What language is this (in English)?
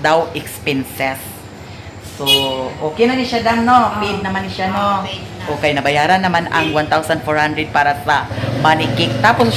Cebuano